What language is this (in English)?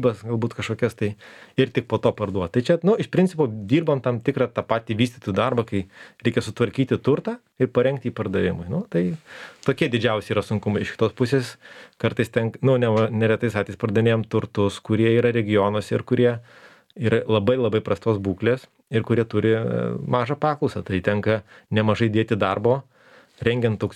Lithuanian